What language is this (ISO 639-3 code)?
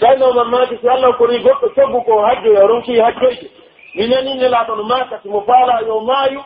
fuf